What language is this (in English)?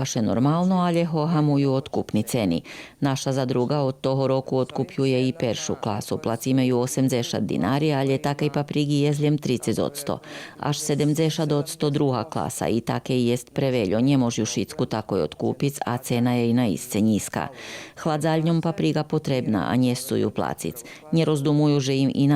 Rusyn